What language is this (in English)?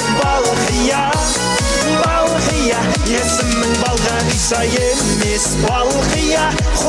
Kara-Kalpak